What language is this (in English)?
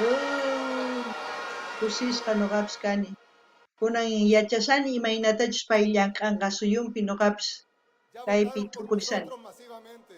South Bolivian Quechua